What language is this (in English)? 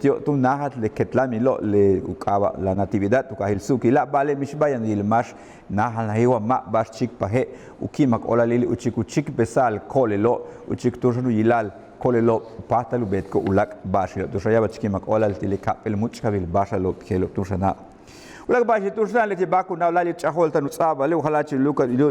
Yucateco